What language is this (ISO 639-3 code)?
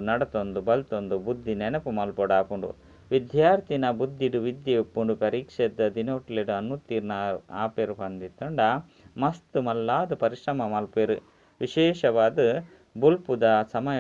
tcy